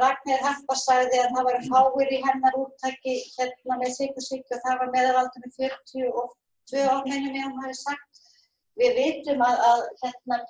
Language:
Icelandic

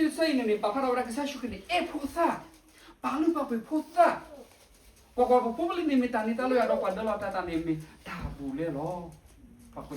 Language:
S'gaw Karen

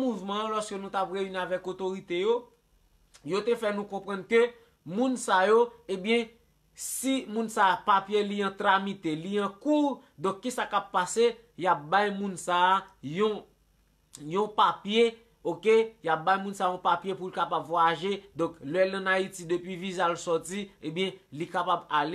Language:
Haitian Creole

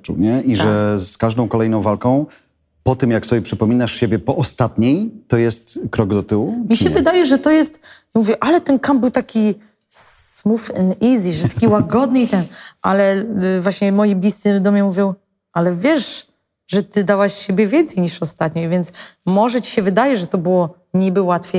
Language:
Polish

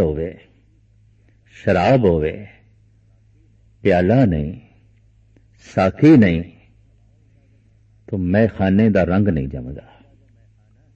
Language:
Punjabi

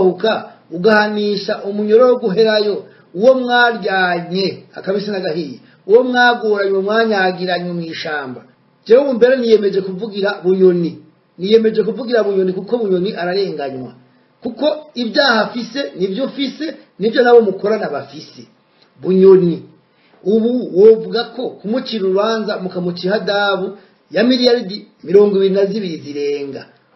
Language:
Rundi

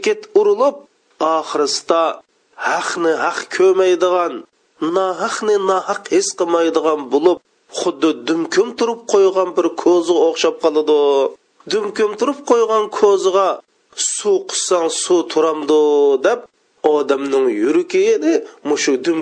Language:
Uyghur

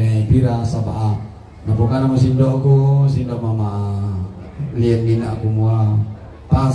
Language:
Toraja-Sa'dan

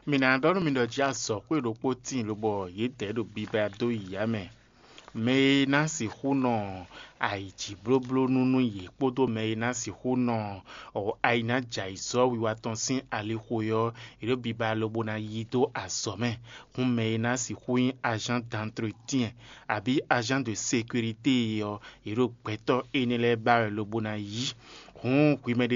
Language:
Fon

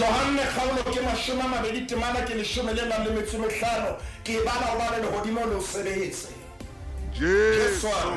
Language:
Southern Sotho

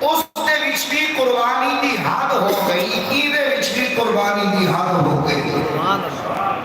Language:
Saraiki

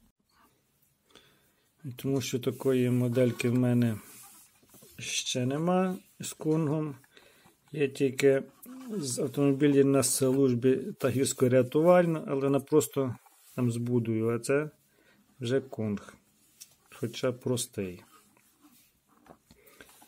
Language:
Ukrainian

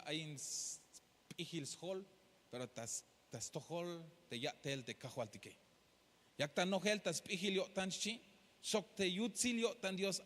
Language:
Tzeltal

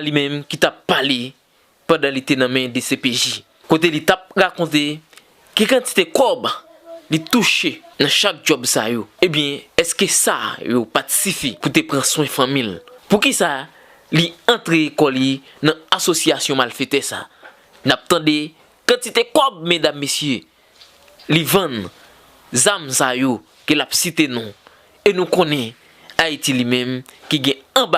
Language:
Haitian Creole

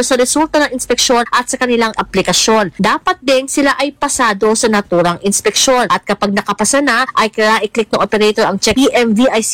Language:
Filipino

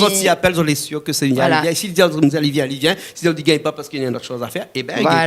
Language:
Réunion Creole French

